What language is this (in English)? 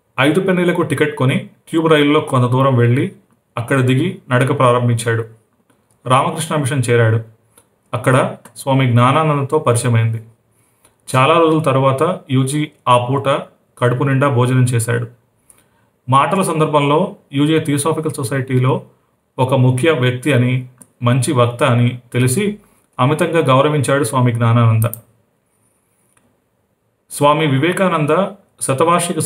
Telugu